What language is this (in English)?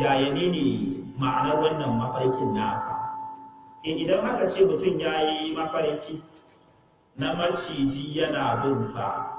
Hausa